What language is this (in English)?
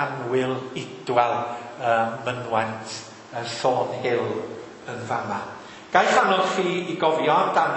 Welsh